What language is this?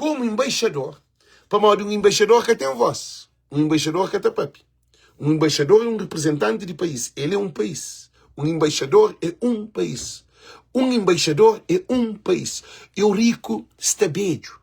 Kabuverdianu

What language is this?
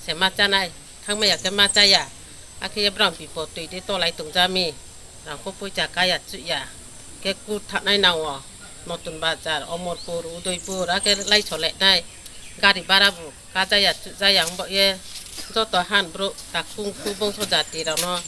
Riang (India)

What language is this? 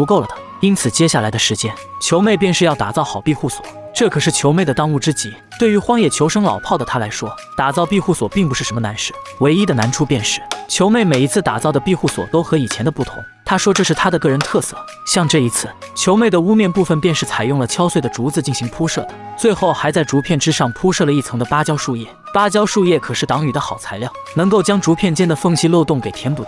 Chinese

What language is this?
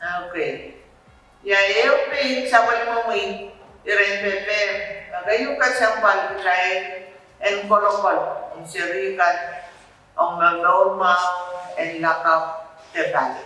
Pohnpeian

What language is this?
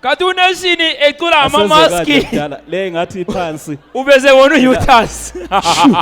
Zulu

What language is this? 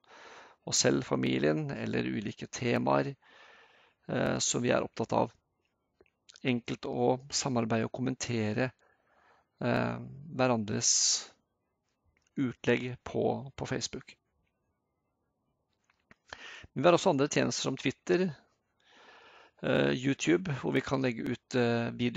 Norwegian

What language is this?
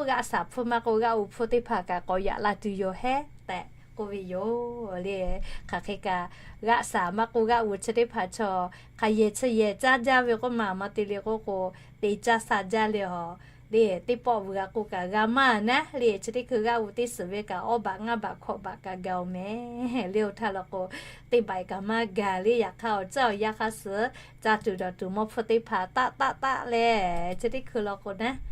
Lahu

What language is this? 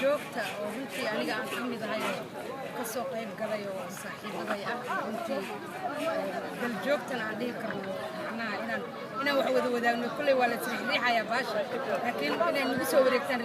Somali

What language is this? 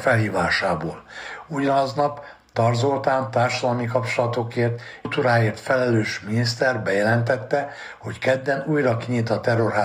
Hungarian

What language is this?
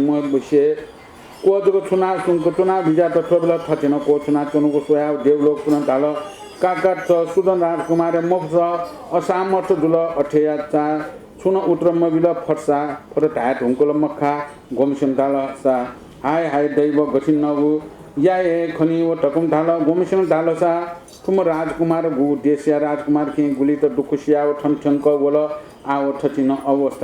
Newari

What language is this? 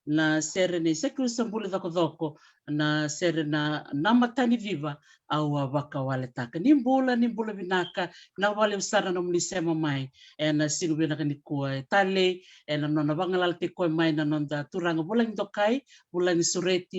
Fijian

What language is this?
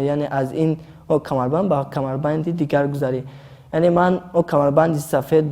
Tajik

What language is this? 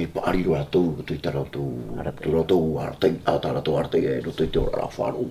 Tahitian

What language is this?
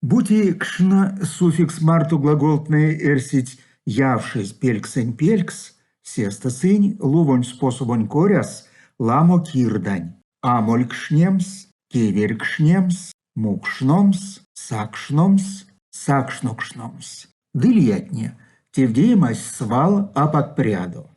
Erzya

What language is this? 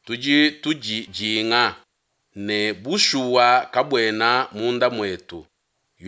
Luba-Lulua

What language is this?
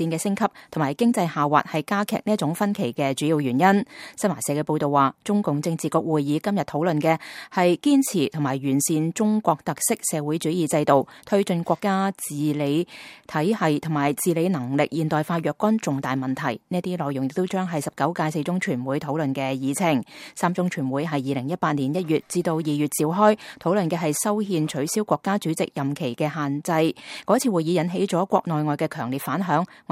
Cantonese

